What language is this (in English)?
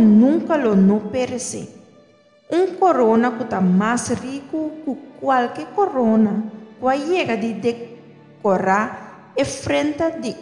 Papiamento